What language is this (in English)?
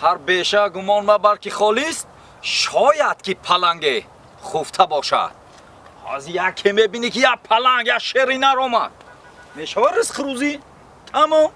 Tajik